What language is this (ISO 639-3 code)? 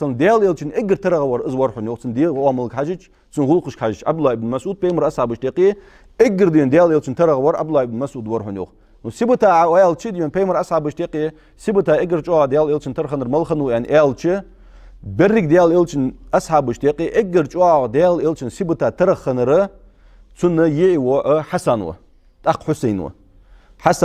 inh